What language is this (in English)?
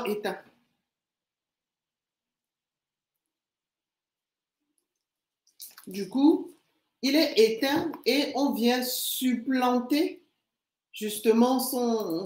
French